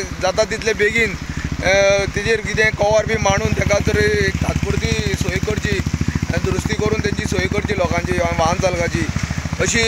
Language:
Konkani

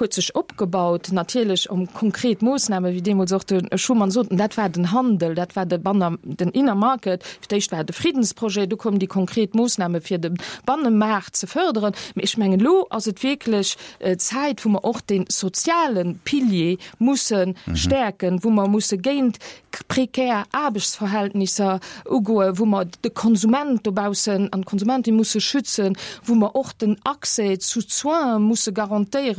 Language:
Luxembourgish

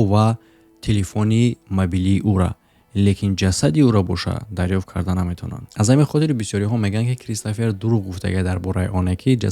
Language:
Tajik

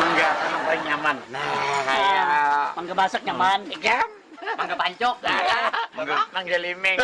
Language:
Banjar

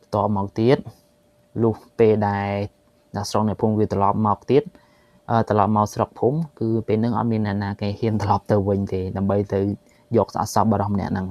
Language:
Khmer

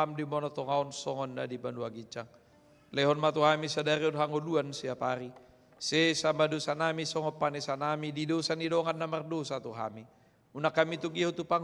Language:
Batak Toba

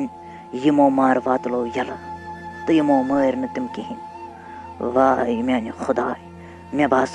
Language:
Kashmiri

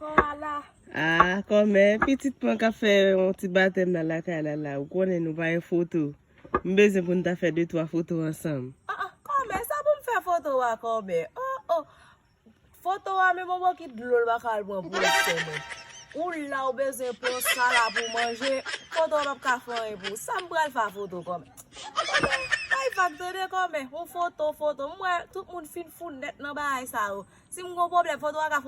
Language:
Haitian Creole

